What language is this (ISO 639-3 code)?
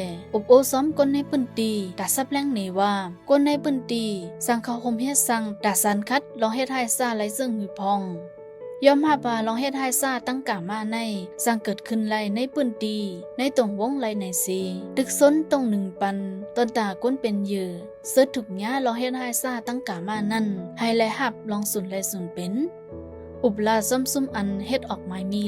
shn